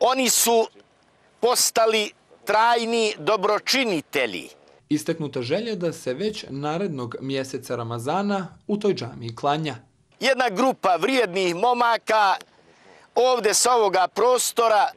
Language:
Bosnian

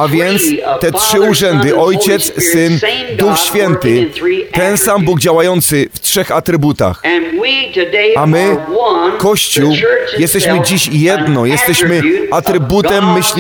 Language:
Polish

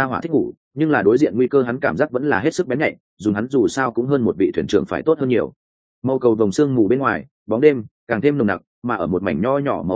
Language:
Vietnamese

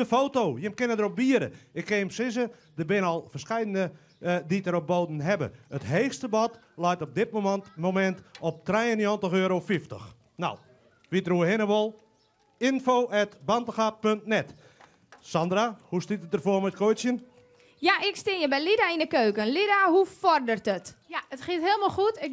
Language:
Western Frisian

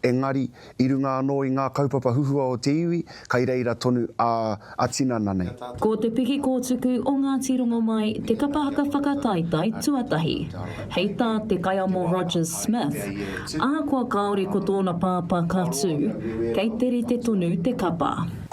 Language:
Māori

